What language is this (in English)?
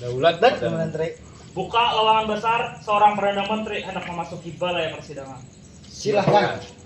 Banjar